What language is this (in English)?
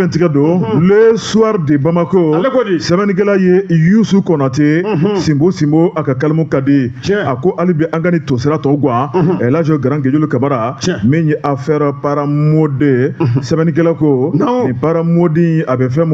Bambara